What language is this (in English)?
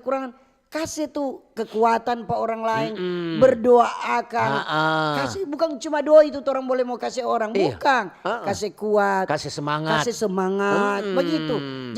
Manado Malay